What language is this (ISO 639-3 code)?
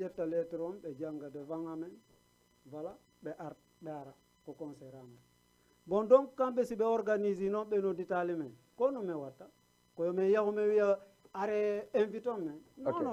ful